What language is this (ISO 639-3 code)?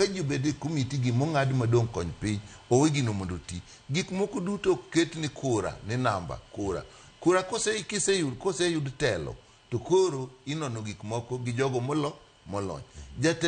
luo